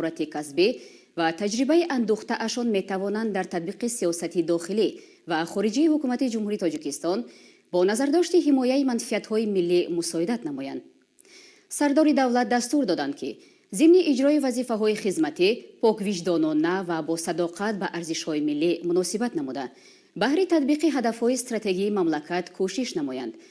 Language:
Tajik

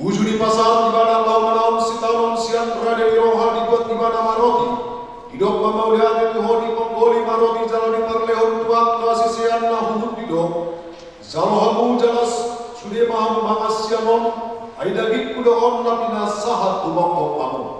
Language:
Batak Toba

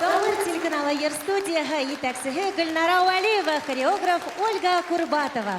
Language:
Bashkir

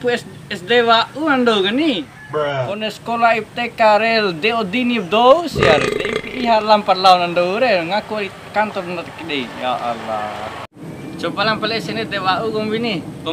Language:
Bima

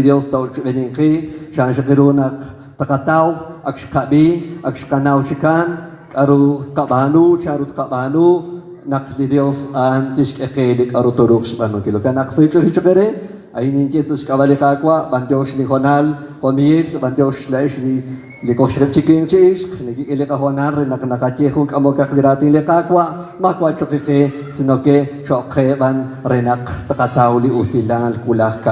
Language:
Kekchí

